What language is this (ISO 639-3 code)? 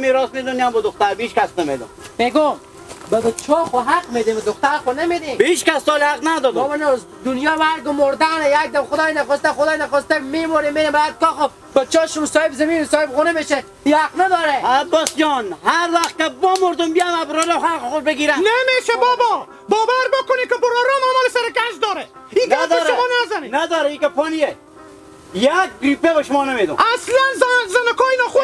haz